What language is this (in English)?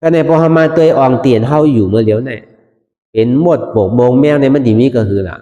Shan